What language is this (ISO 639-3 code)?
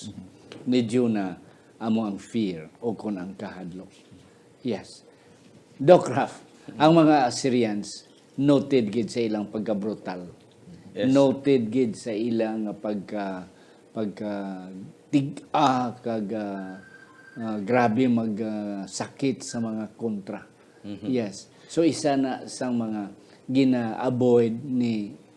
hil